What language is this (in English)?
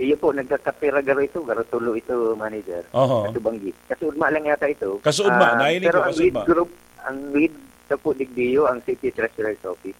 Bikol